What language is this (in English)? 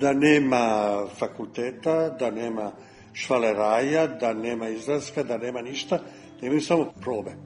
Serbian